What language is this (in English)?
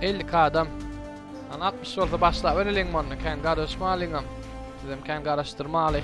Turkmen